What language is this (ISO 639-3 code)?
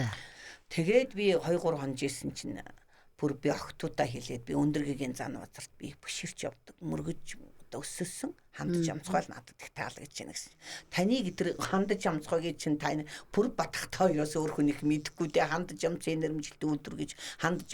mon